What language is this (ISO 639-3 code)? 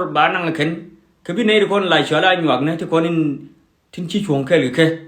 nus